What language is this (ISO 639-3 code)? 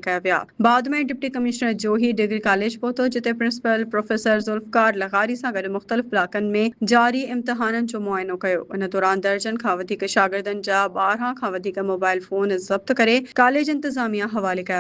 snd